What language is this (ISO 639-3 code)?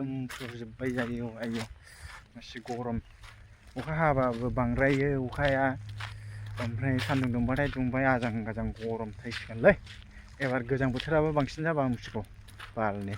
brx